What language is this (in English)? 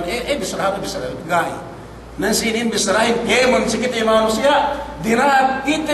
Yakan